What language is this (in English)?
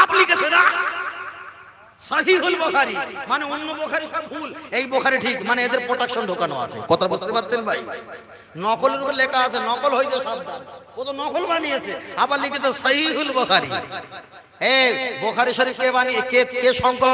Bangla